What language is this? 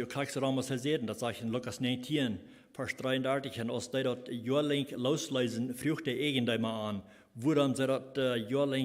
Plautdietsch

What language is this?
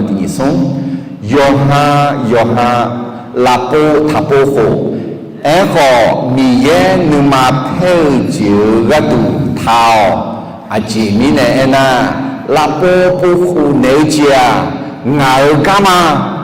Akha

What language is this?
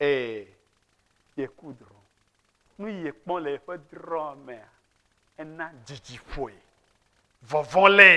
Ewe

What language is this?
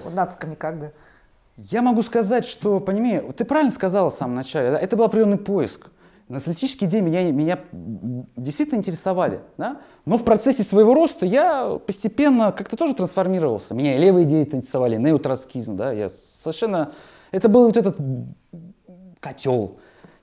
Russian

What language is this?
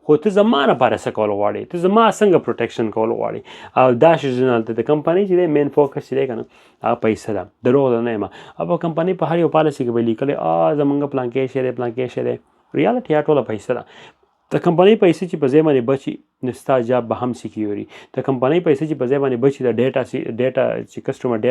Pashto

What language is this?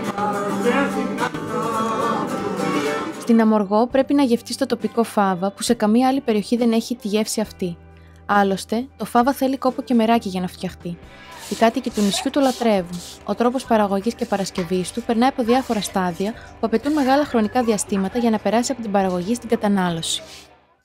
Greek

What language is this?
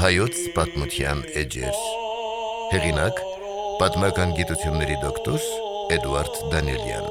Armenian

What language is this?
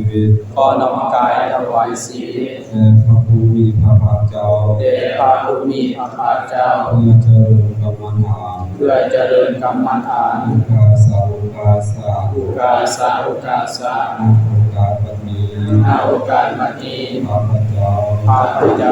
Pali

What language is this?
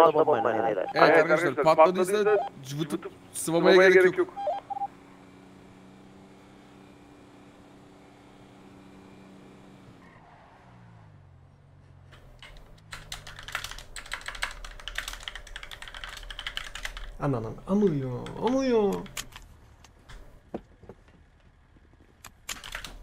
Turkish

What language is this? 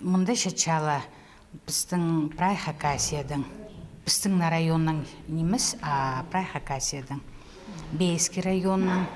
Khakas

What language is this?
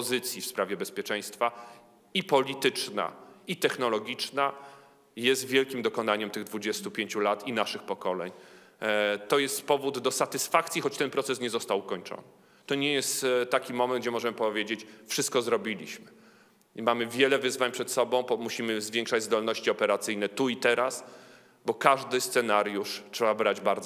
Polish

